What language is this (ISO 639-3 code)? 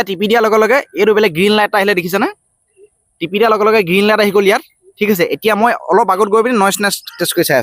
asm